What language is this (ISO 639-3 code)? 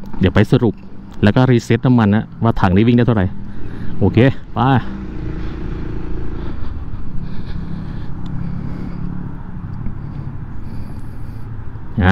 tha